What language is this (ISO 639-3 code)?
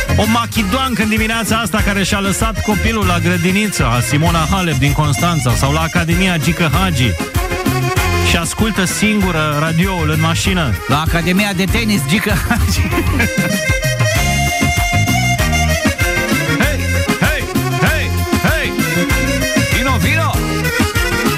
ron